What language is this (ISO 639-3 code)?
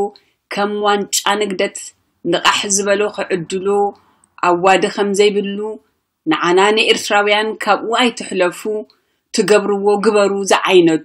tir